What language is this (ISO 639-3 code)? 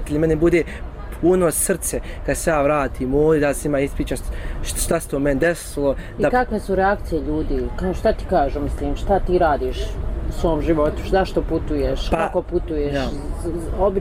bos